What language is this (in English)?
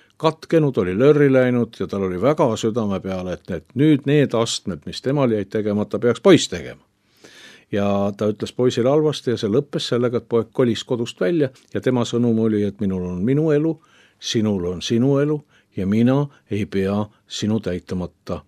Estonian